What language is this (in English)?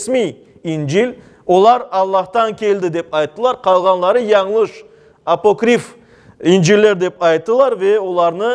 Crimean Tatar